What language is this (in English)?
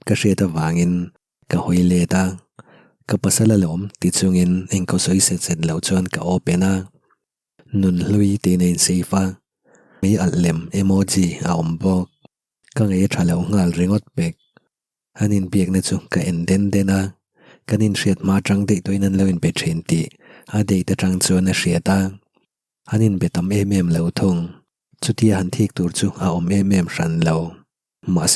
Mizo